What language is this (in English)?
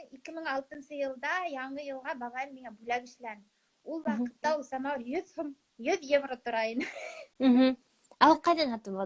Bashkir